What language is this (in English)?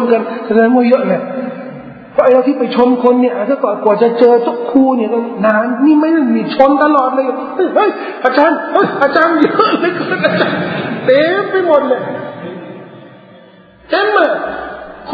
Thai